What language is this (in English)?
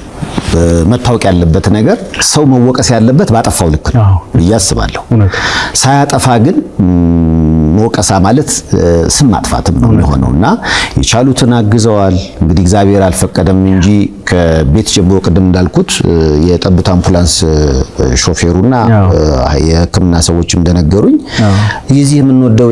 Amharic